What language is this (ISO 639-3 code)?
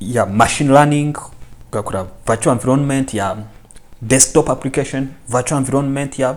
kin